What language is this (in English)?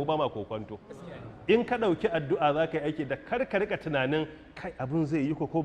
Hausa